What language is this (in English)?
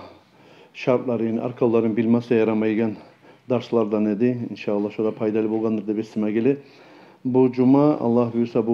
Kumyk